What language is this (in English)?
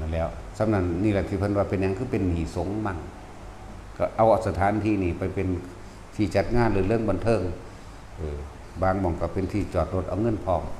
Lao